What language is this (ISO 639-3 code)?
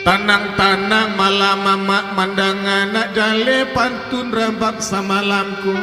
min